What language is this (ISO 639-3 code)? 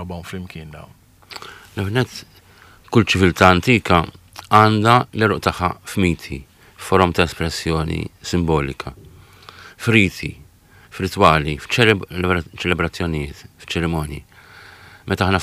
mlt